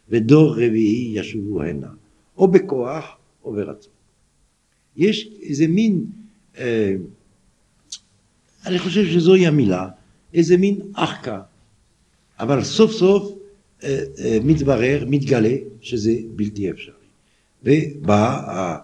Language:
Hebrew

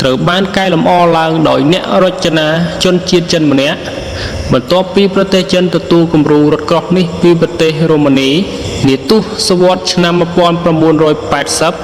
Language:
Khmer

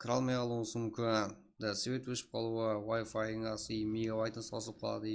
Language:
Kara-Kalpak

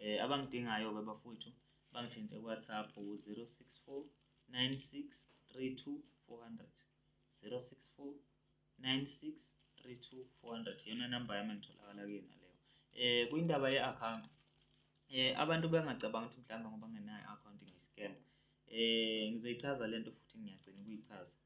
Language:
Zulu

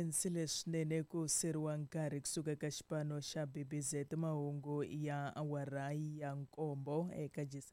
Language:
Tsonga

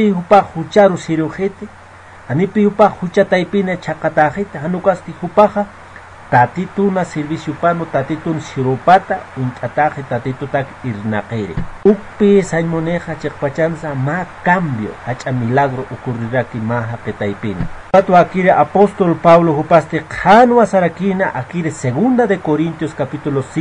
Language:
Aymara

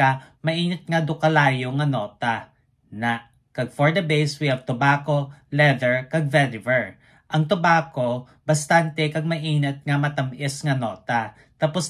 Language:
Hiligaynon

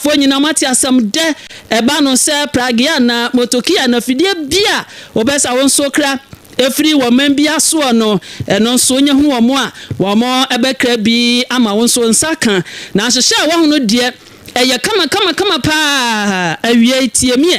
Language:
Akan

